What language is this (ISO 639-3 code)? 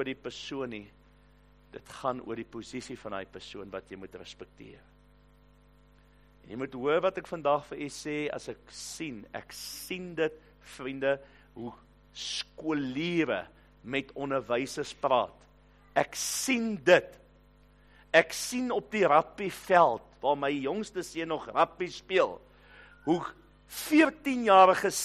afr